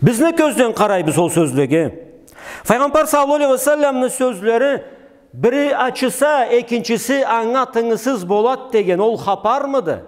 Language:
Karachay-Balkar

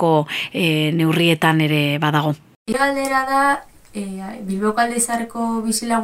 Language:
Basque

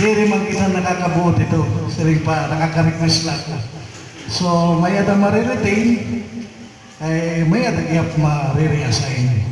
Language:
Waray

